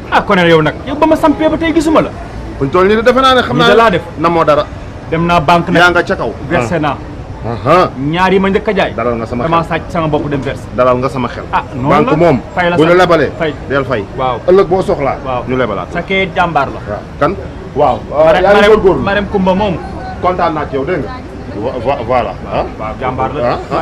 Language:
Wolof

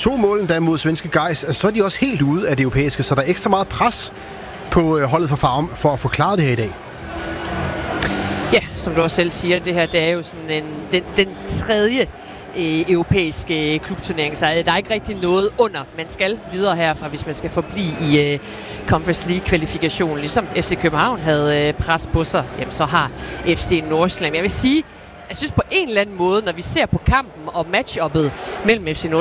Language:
Danish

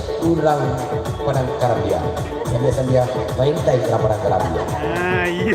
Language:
Minangkabau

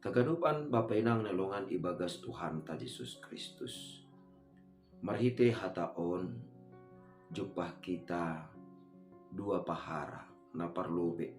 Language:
Batak Simalungun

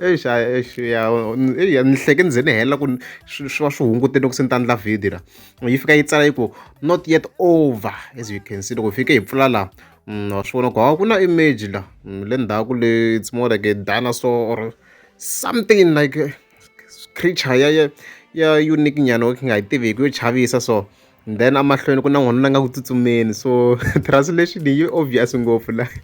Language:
Tsonga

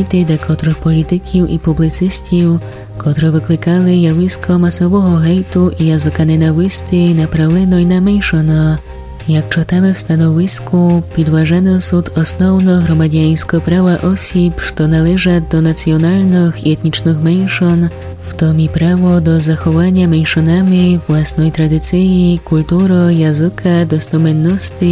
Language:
Rusyn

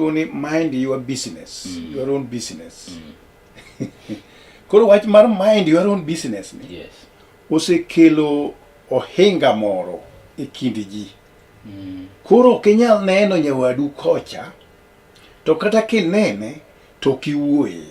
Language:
Luo (Kenya and Tanzania)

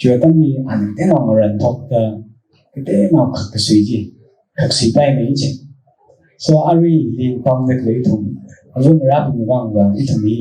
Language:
Tangkhul Naga (India)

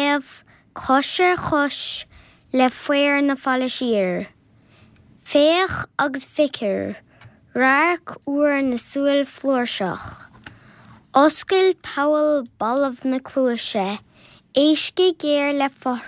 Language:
Irish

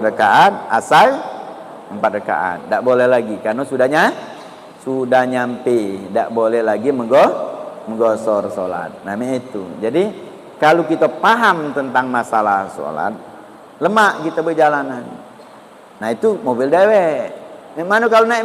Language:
Musi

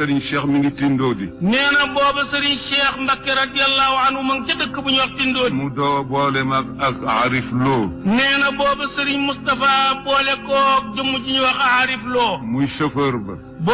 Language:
Wolof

